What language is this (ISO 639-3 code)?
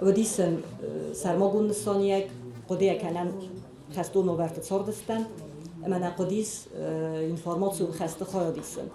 oss